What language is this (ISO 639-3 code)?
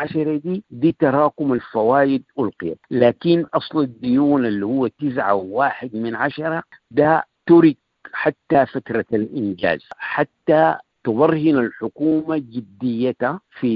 apd